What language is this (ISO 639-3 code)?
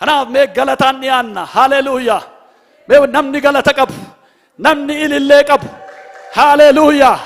orm